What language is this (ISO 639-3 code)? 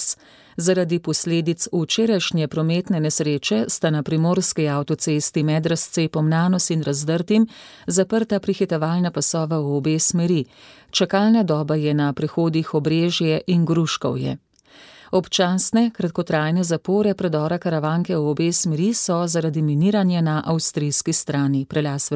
slv